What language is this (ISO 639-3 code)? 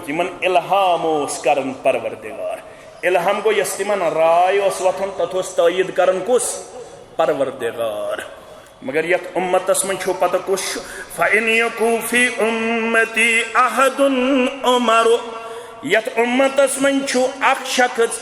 kas